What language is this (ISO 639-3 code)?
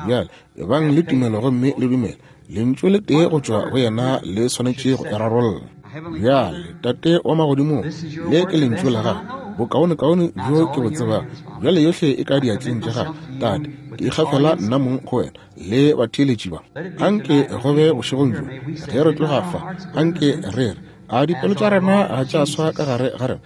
nso